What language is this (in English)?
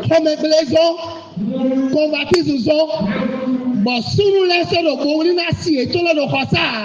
Fon